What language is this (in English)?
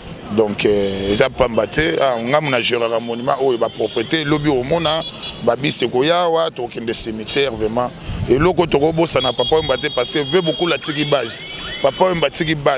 Lingala